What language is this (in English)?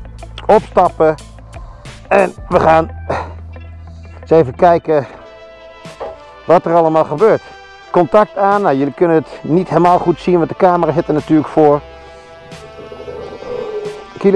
Dutch